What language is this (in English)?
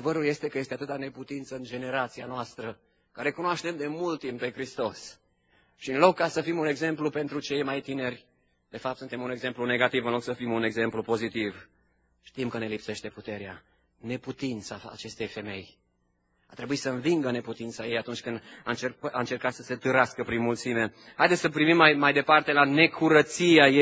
Romanian